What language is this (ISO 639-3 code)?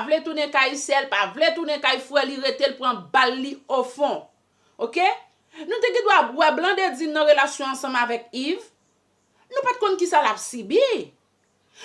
hat